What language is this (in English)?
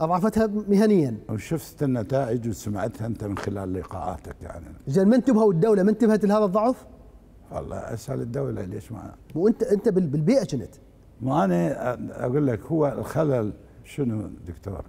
Mesopotamian Arabic